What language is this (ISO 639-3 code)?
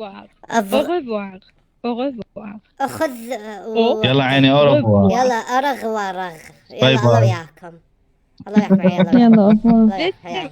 acm